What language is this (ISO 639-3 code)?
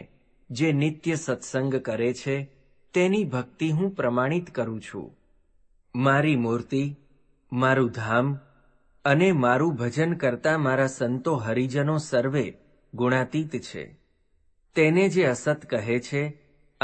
guj